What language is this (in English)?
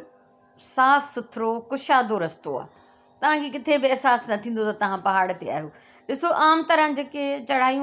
Sindhi